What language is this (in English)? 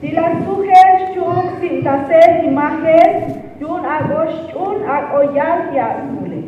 Tzotzil